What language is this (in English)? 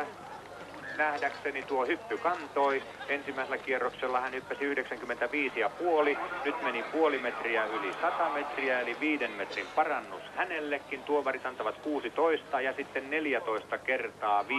Finnish